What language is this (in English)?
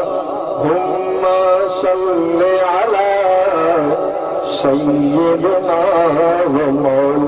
Saraiki